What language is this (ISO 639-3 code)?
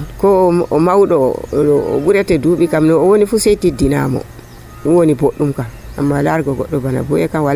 fuv